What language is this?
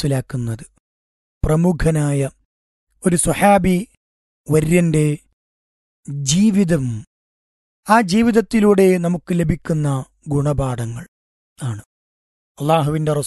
Malayalam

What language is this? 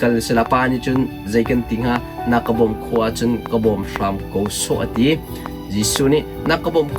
Hakha Chin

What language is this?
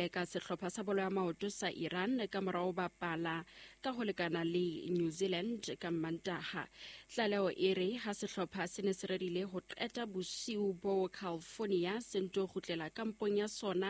Southern Sotho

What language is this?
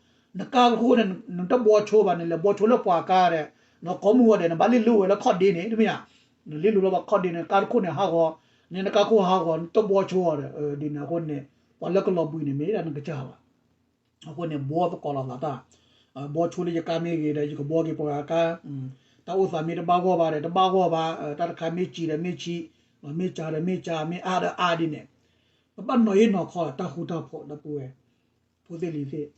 S'gaw Karen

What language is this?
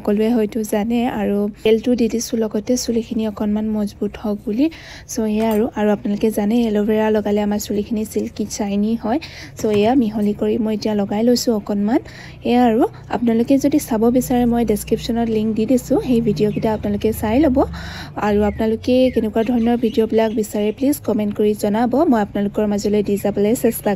Assamese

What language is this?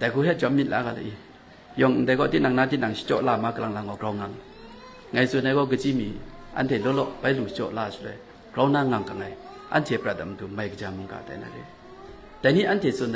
Kachin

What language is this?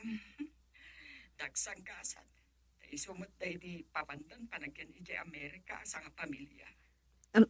Iloko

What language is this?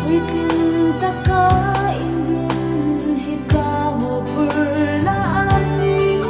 Hmar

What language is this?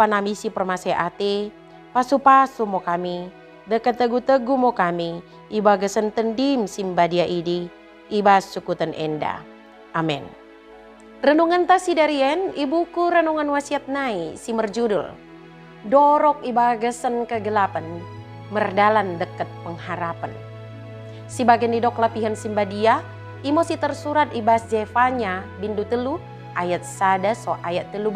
Batak Dairi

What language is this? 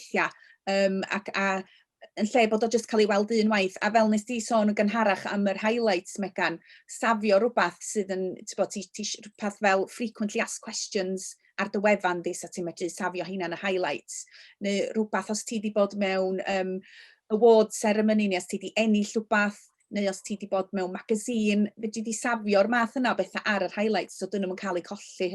Welsh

